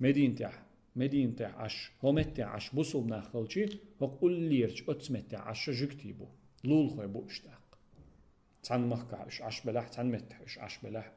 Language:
Chechen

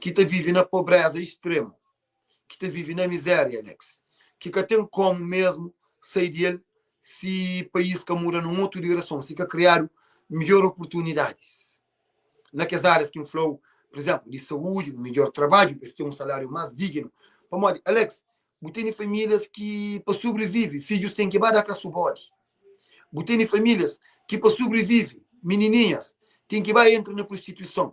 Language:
Kabuverdianu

